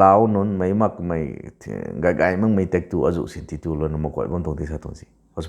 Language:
Rongmei Naga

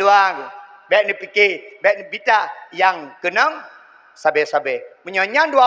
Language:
Achinese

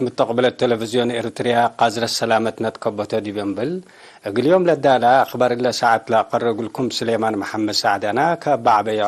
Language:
Tigre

